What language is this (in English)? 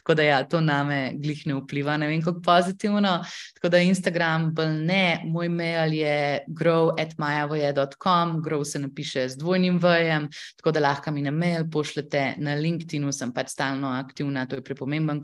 Slovenian